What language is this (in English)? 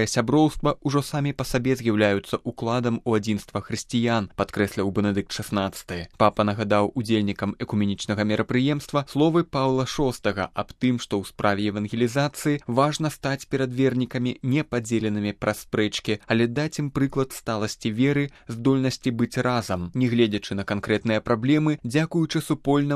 Belarusian